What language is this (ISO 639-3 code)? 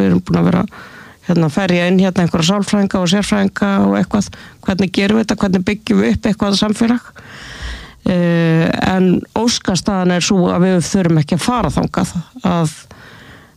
isl